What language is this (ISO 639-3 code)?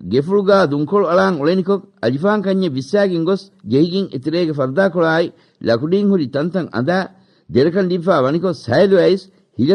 div